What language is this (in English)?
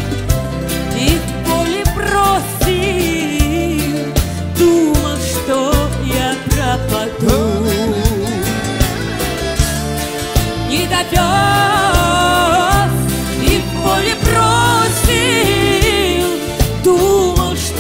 Russian